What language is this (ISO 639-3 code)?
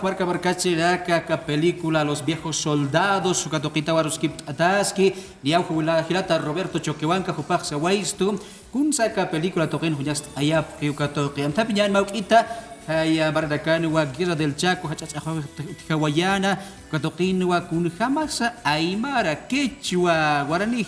aym